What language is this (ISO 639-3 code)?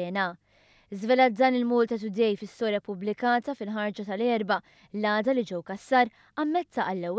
mlt